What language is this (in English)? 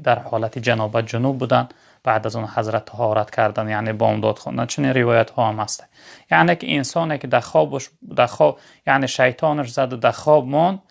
Tajik